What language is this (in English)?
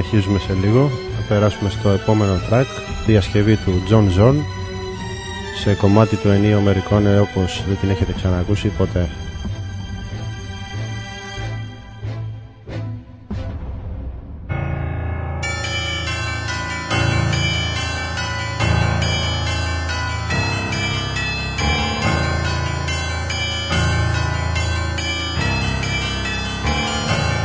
Greek